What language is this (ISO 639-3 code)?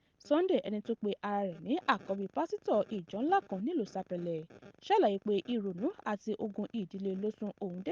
yor